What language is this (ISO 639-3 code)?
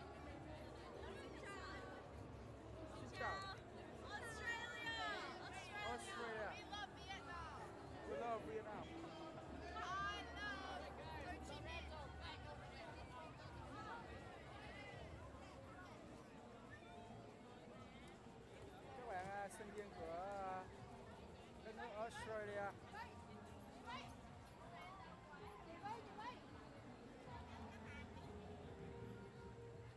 vie